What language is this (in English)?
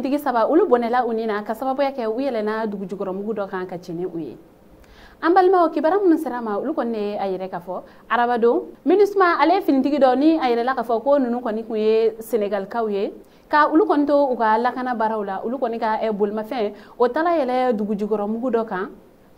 Bambara